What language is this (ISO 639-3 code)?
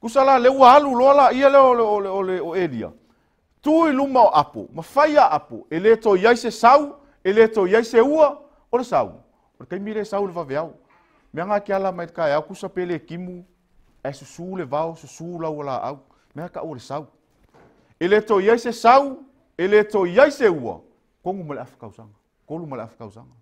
smo